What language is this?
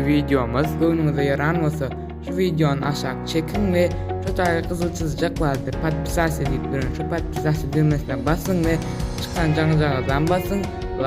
Turkmen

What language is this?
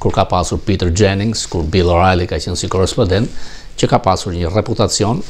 Albanian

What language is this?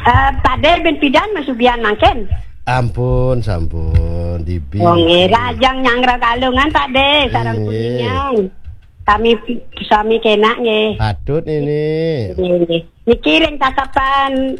Balinese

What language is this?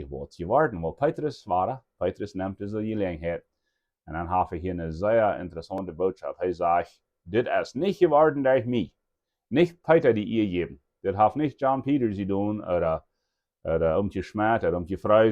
Plautdietsch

